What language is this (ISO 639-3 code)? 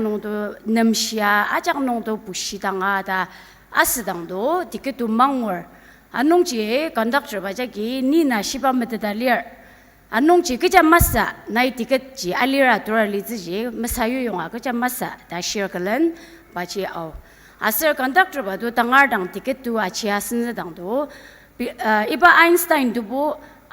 njo